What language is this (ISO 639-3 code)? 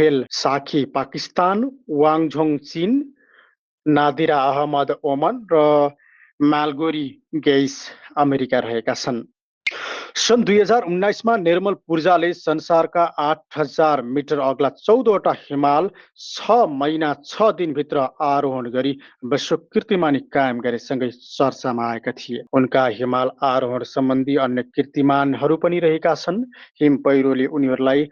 nep